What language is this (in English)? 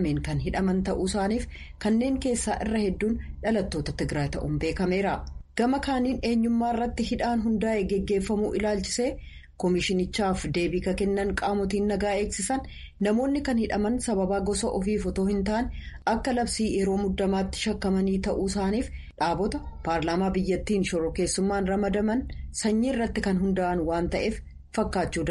Oromo